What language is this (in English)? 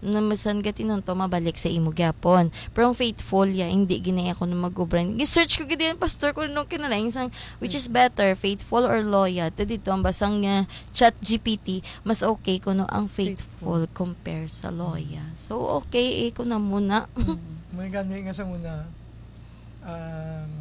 Hiligaynon